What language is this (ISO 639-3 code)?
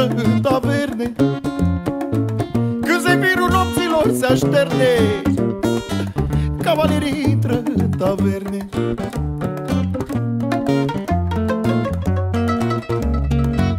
ron